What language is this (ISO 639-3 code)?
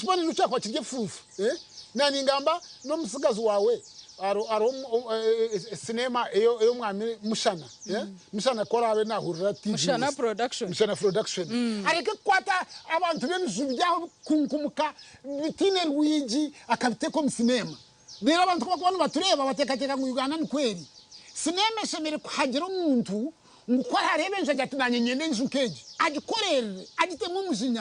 nyn